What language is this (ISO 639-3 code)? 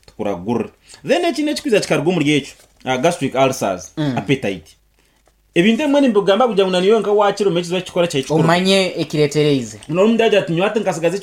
nyn